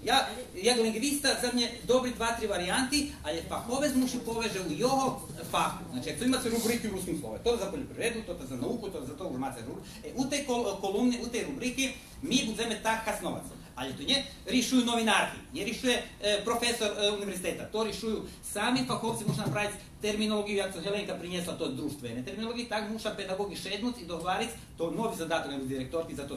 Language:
Rusyn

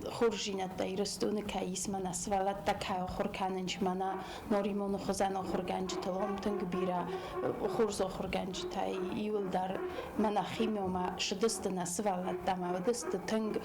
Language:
Ossetic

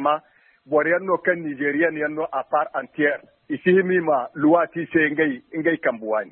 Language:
Zarma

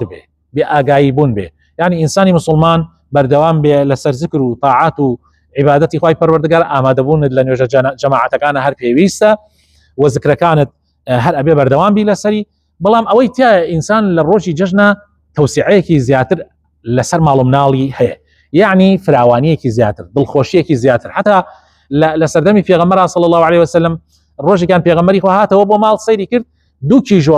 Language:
Central Kurdish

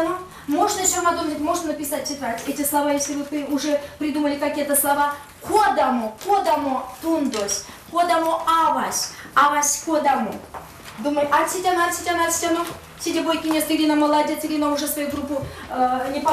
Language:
Erzya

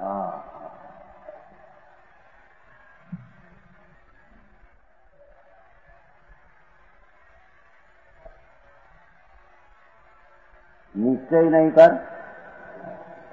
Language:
Gujarati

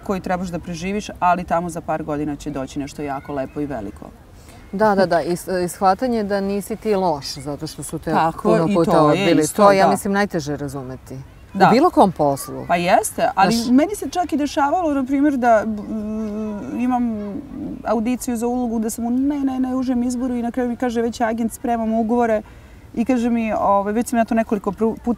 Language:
Serbian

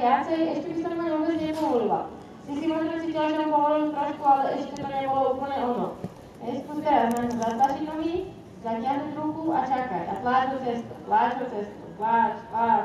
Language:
Slovak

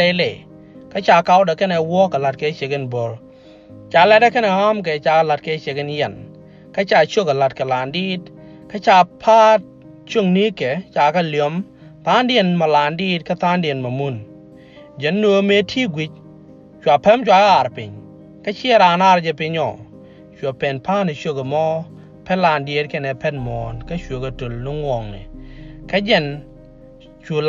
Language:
Nuer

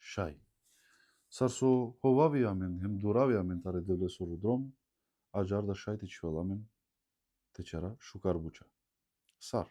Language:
Macedonian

